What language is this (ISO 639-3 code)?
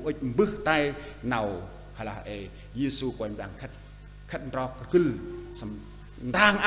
cmo